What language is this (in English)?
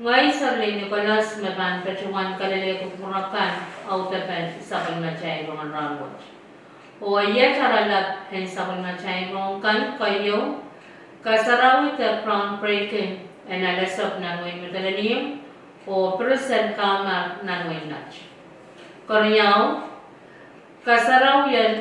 Pohnpeian